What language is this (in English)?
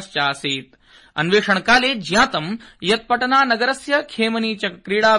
Sanskrit